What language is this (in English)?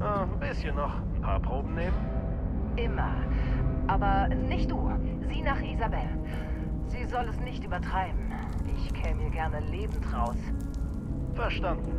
Bavarian